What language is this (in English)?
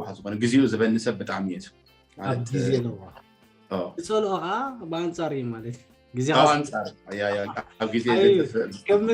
Tigrinya